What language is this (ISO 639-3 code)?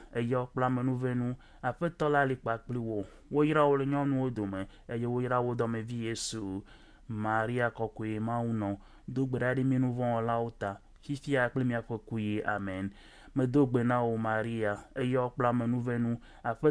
ewe